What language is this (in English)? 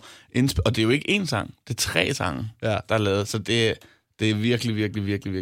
Danish